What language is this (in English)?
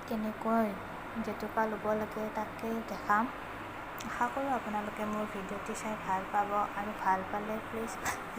Assamese